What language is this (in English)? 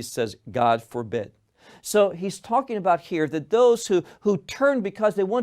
English